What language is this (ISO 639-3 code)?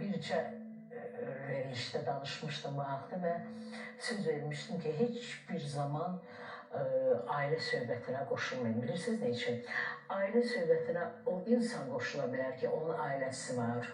aze